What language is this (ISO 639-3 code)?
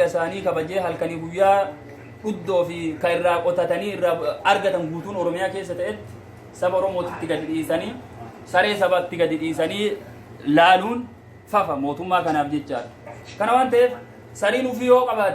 orm